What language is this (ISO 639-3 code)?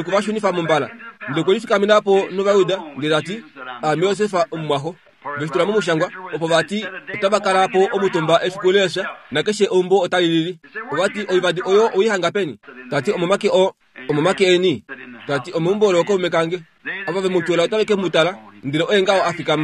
kua